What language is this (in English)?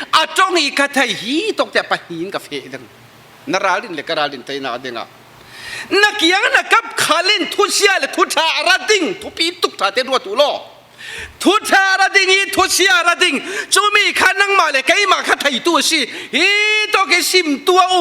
Falam Chin